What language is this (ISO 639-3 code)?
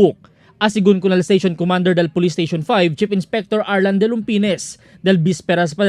cbk